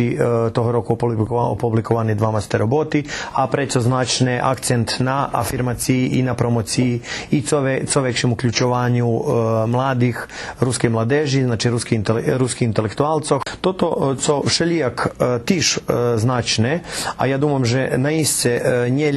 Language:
Rusyn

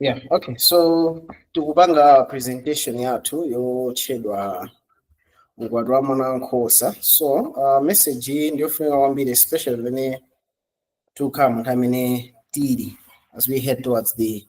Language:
Nyanja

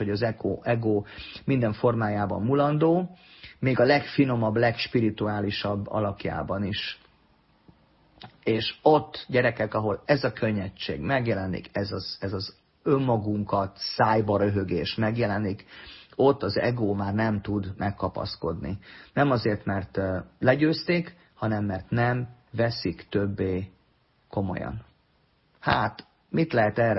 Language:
Hungarian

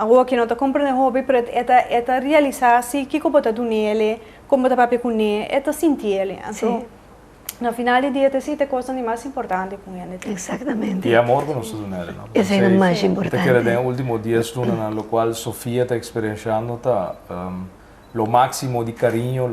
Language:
Papiamento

